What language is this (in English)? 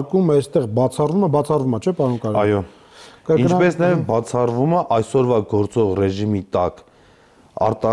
Armenian